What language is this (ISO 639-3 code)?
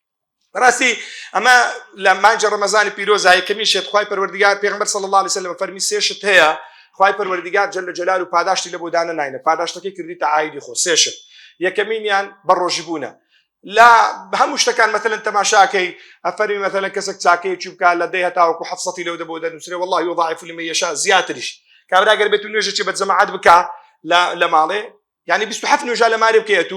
ckb